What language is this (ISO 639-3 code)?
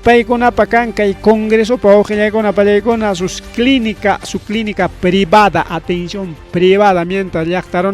quy